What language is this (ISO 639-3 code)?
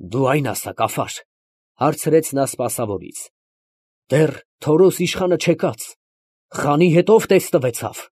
hye